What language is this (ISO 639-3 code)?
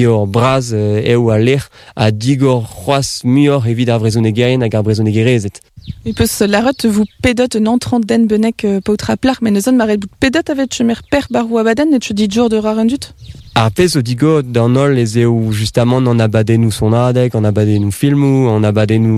bre